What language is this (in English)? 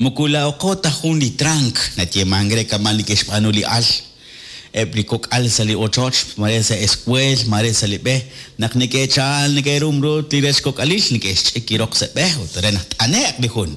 Kekchí